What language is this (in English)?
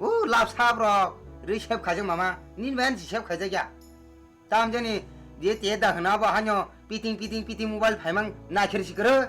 Kok Borok